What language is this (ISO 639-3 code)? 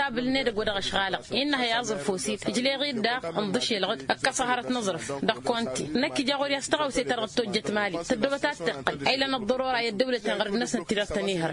taq